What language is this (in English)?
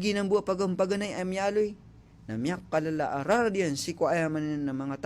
Maranao